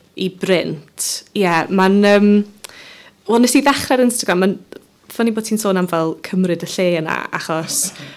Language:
Welsh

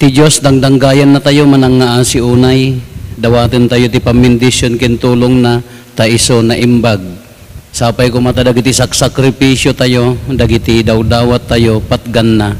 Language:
Iloko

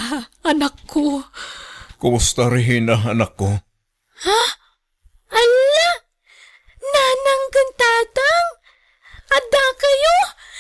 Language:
Iloko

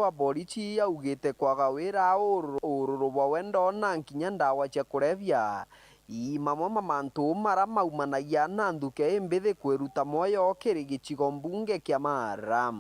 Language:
Meru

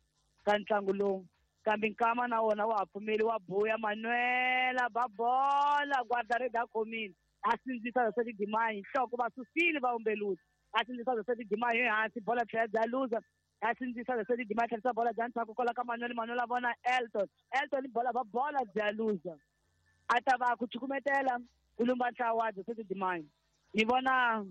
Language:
Tsonga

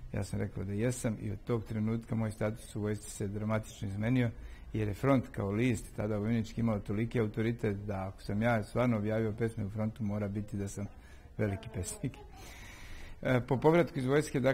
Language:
Serbian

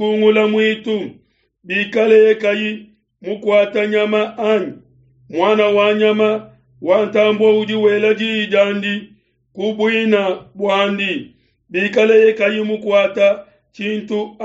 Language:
Luba-Lulua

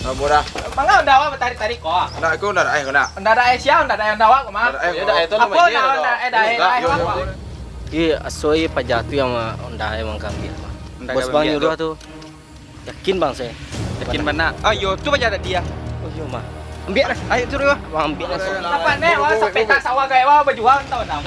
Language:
Minangkabau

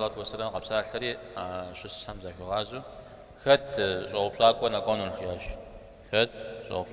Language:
Kabardian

